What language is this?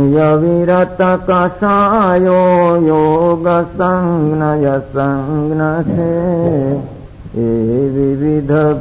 Gujarati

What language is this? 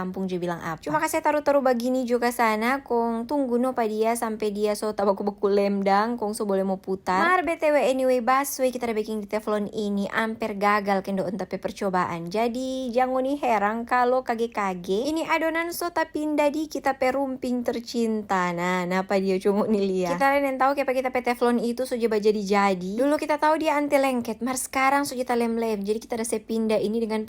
Manado Malay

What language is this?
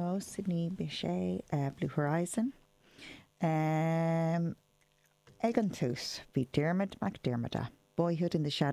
Irish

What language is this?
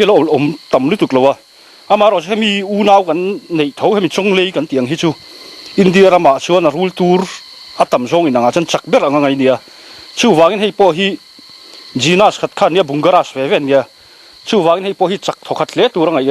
Mizo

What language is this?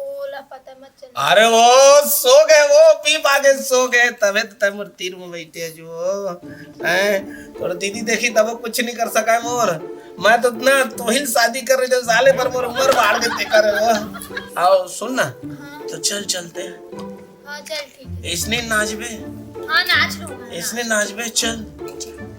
Chhattisgarhi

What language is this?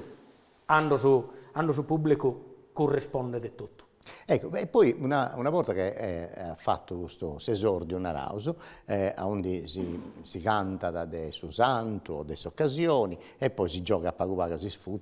Sardinian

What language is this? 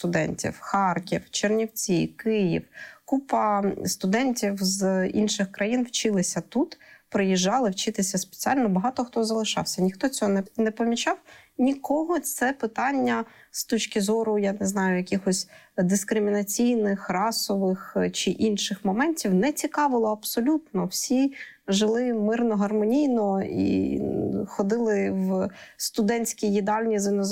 Ukrainian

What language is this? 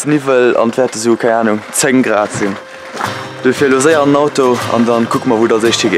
Luxembourgish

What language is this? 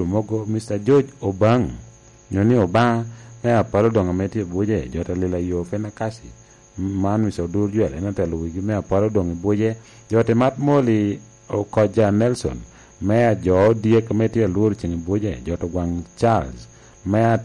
Lango (Uganda)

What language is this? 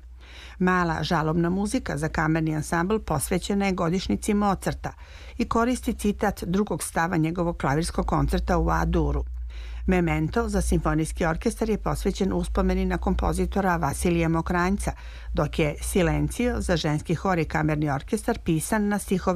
Serbian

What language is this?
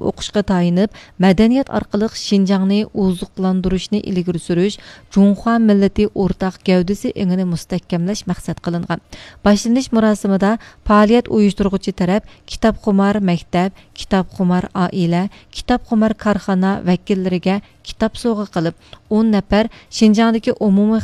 Uyghur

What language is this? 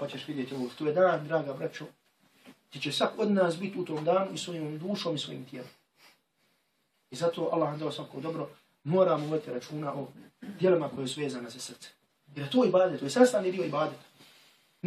Bosnian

